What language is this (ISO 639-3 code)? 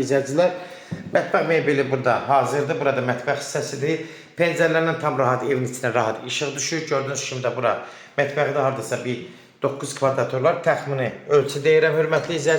aze